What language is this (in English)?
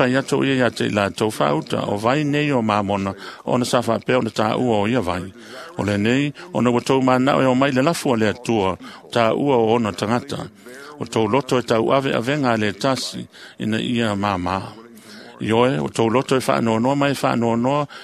Samoan